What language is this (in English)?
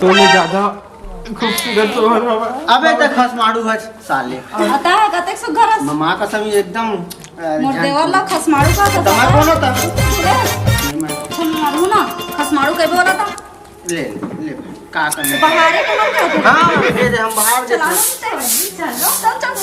Chhattisgarhi